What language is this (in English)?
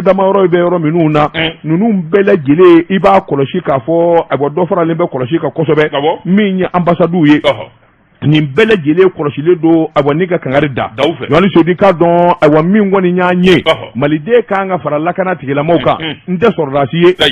Bambara